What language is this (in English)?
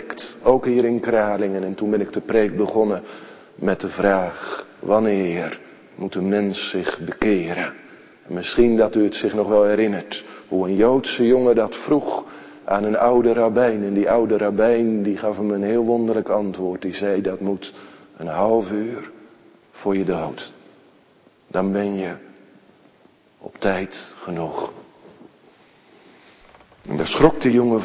Dutch